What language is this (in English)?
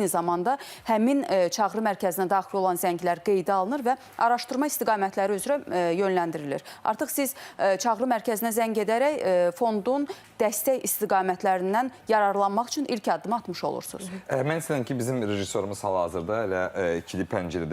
Azerbaijani